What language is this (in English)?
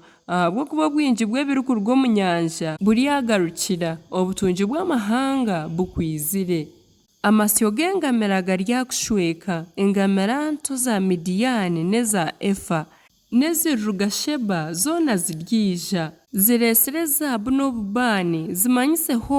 Nyankole